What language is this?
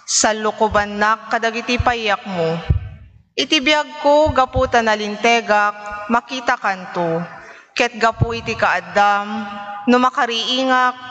Iloko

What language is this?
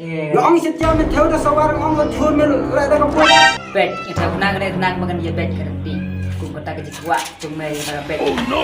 Khasi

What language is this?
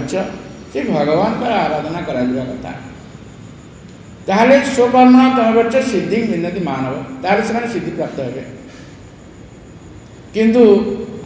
Odia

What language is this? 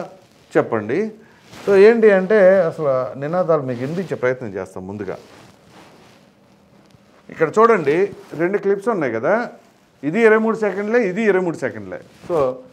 Telugu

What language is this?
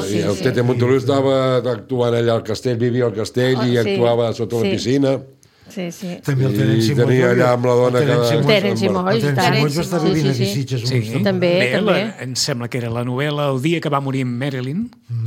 Catalan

